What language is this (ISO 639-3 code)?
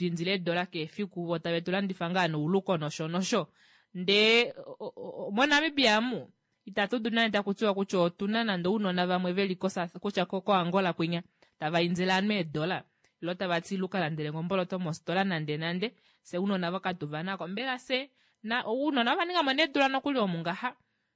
kua